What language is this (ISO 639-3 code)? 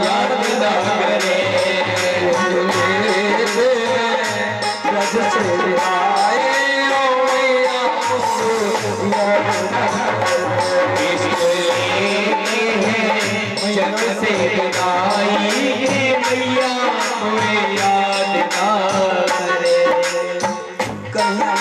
hin